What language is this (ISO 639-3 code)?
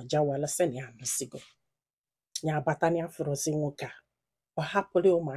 ibo